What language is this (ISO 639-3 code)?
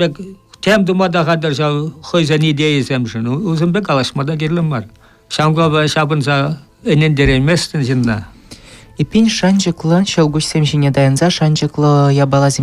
chv